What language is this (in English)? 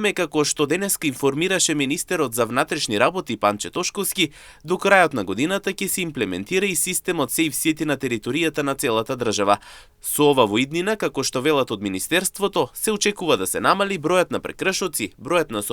Macedonian